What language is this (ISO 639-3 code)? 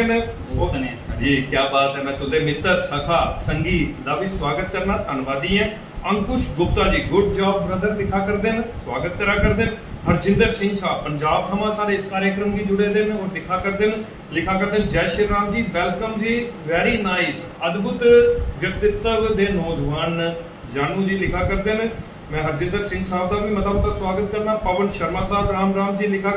doi